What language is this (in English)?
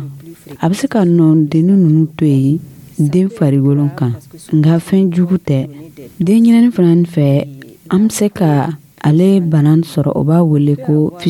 Dyula